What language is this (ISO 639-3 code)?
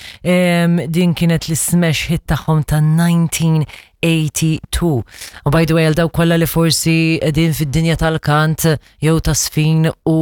mlt